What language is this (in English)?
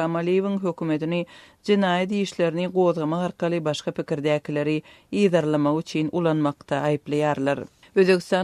Turkmen